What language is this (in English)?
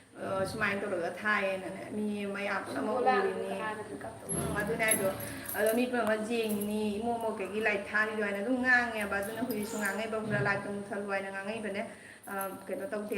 Manipuri